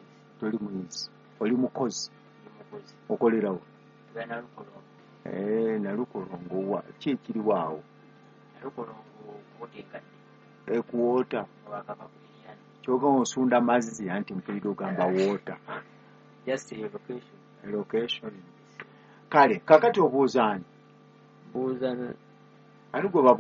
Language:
Ganda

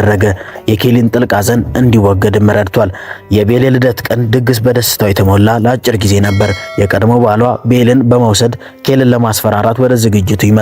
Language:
Amharic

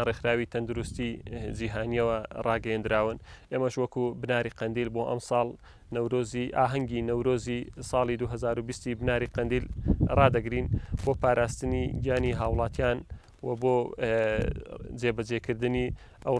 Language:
Central Kurdish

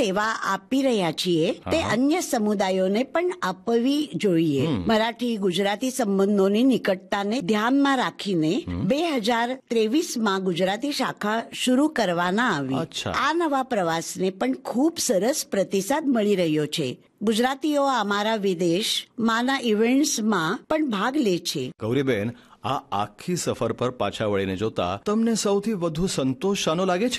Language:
Gujarati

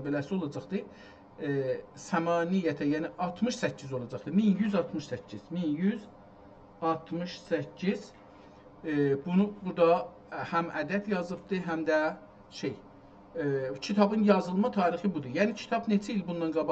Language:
South Azerbaijani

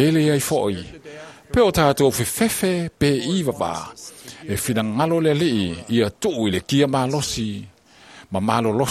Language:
Samoan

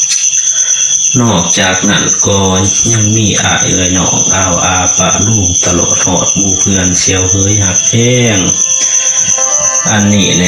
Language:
Lao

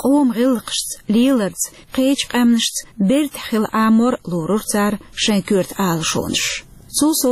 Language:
Chechen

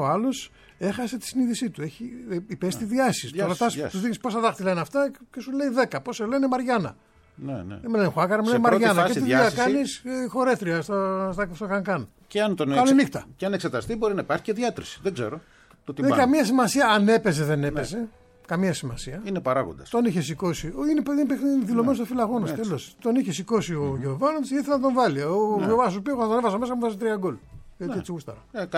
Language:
Greek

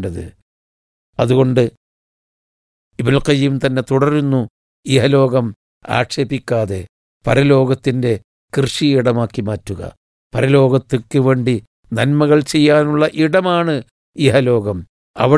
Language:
Malayalam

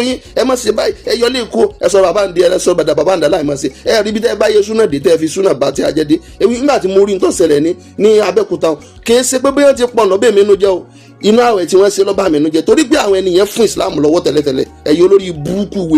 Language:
Yoruba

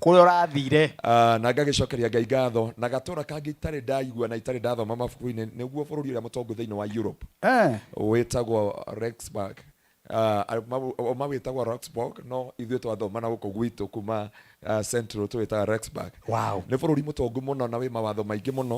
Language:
Kikuyu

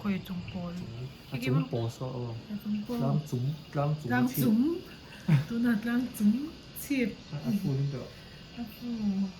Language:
Mizo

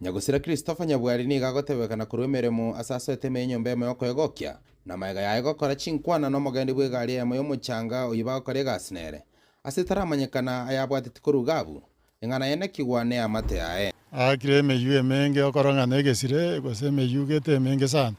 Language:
Gusii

